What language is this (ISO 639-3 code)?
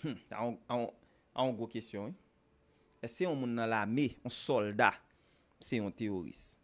hat